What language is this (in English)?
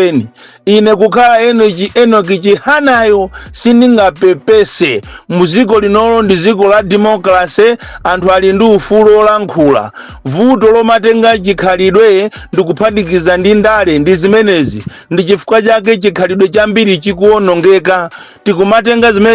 Nyanja